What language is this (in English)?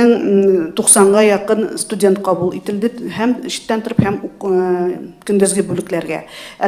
Tatar